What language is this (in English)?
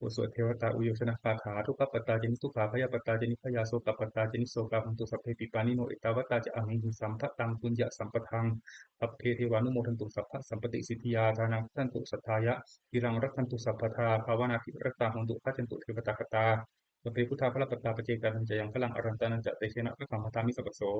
Pali